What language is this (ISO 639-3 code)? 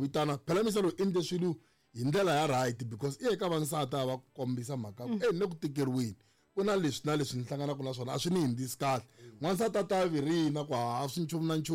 tso